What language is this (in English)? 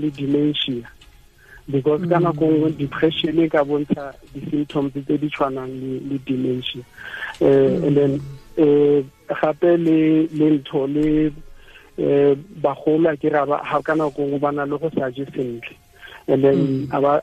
Tswana